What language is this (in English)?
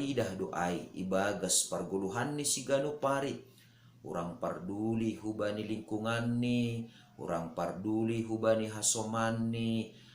Batak Simalungun